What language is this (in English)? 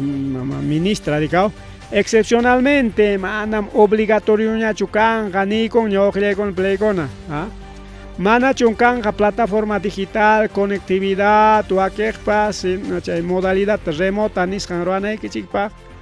Ayacucho Quechua